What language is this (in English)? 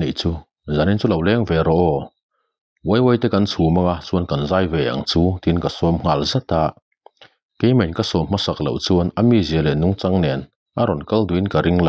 Mizo